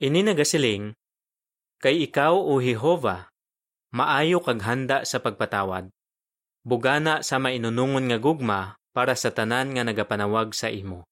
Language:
Hiligaynon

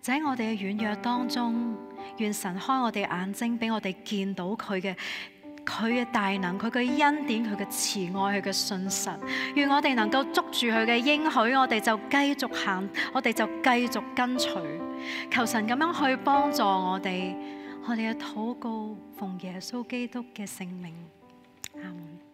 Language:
Cantonese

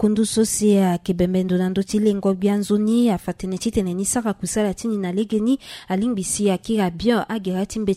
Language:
Sango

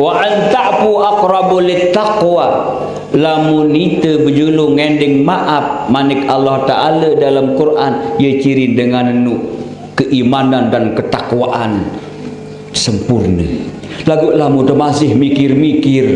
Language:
Sasak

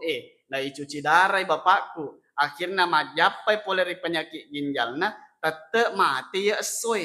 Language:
Buginese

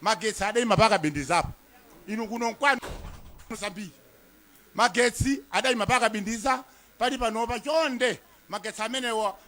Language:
Nyanja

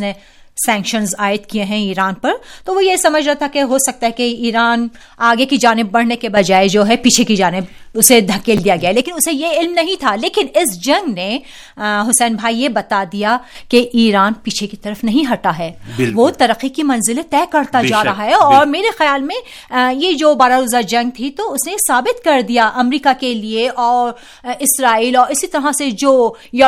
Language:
Urdu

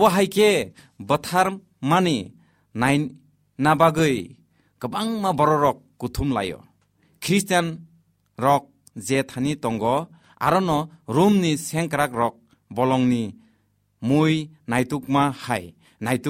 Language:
Kok Borok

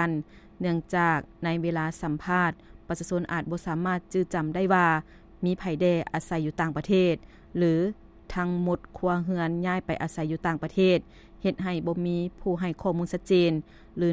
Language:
Lao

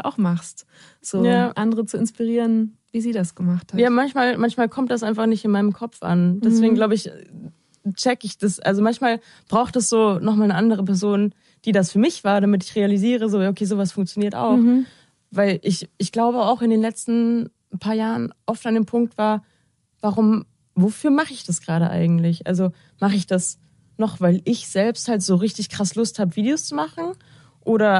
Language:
German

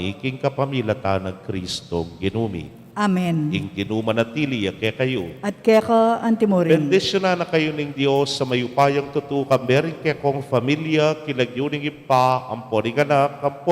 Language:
Pampanga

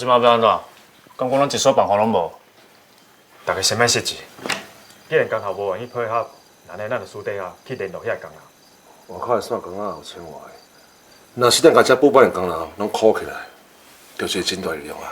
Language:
Min Nan Chinese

